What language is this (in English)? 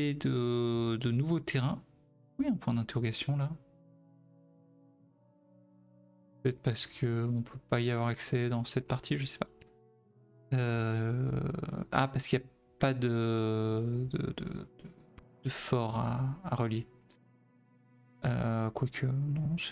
French